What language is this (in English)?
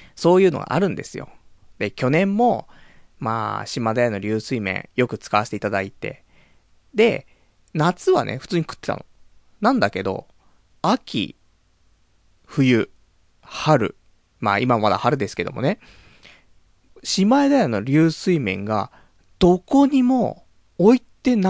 Japanese